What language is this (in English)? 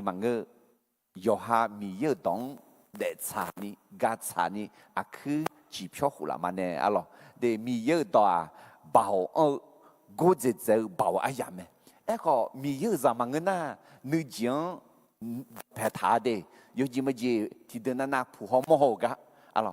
Akha